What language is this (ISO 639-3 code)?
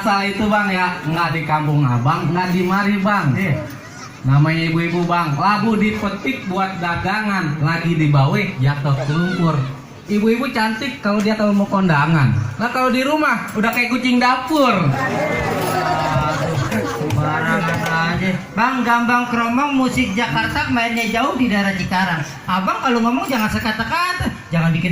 bew